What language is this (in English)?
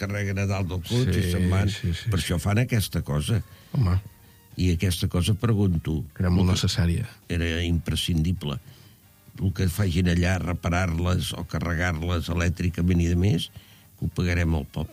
Catalan